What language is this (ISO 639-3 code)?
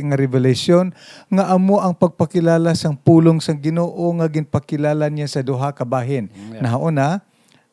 hil